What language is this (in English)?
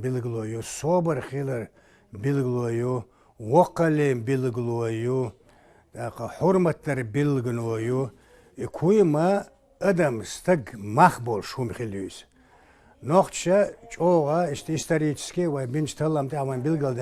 Chechen